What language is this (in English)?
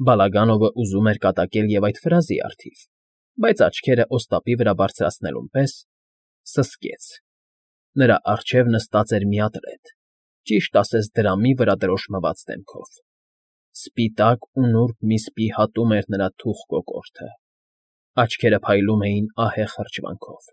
Armenian